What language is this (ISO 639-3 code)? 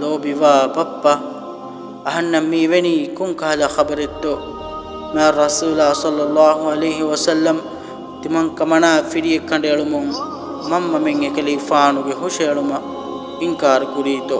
div